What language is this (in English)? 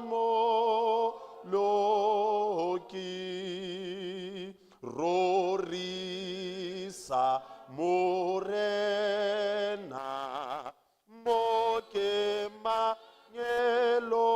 Southern Sotho